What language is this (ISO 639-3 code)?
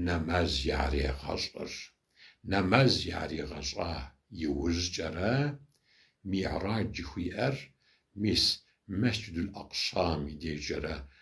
kbd